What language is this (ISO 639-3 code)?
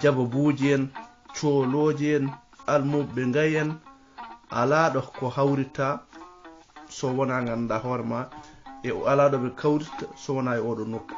ful